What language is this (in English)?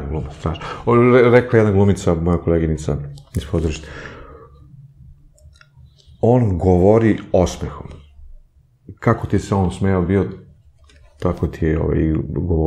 Serbian